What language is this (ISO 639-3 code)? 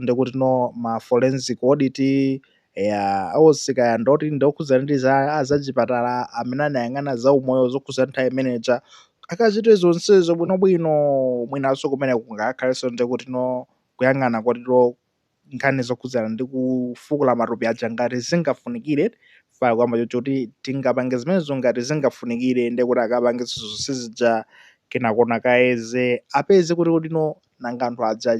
nya